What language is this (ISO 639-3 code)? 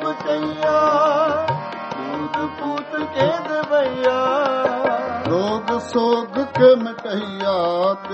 pan